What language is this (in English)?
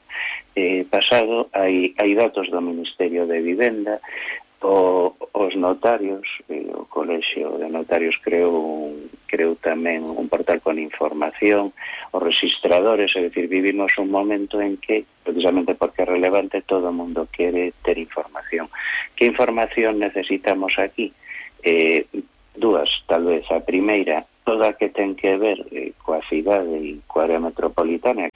Galician